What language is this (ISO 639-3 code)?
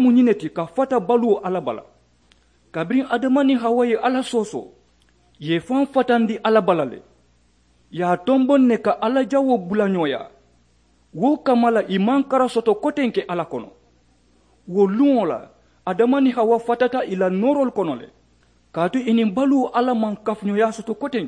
man